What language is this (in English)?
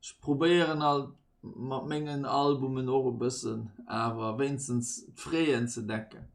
Luxembourgish